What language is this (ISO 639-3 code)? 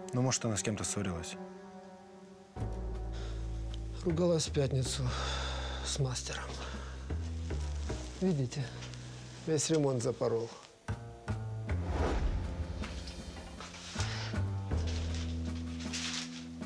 rus